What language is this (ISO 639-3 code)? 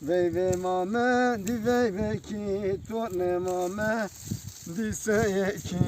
zza